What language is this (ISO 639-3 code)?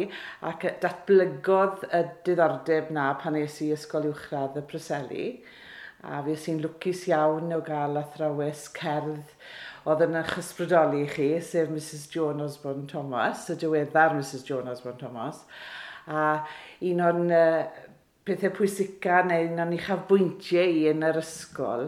cym